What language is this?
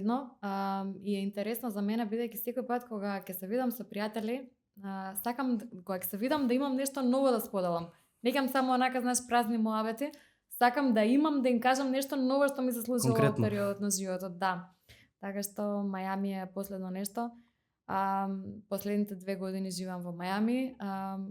Macedonian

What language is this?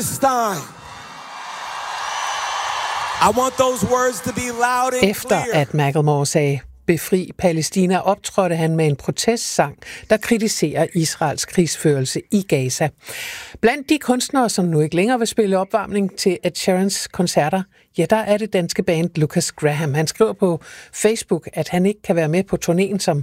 Danish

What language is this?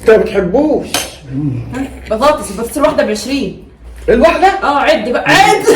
Egyptian Arabic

